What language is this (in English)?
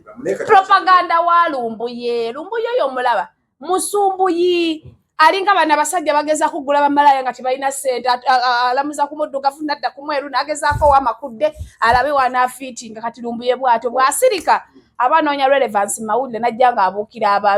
Ganda